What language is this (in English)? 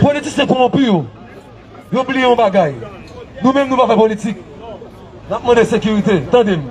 Haitian Creole